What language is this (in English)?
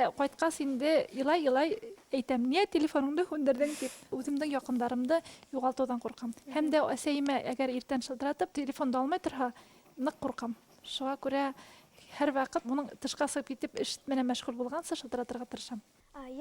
Bashkir